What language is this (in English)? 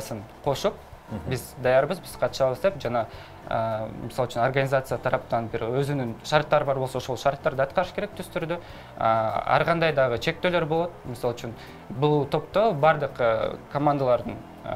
Kyrgyz